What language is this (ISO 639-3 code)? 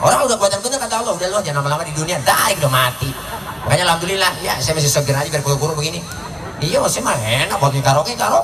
bew